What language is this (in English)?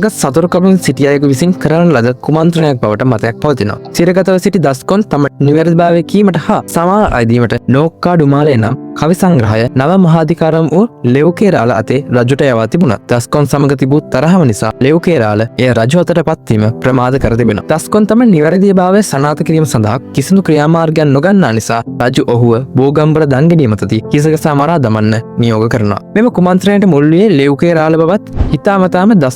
Sinhala